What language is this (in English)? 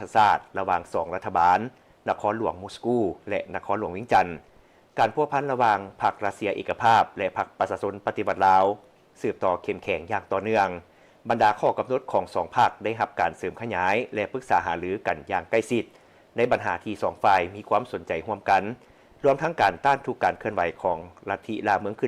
Lao